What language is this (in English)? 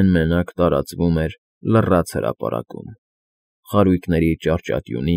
Armenian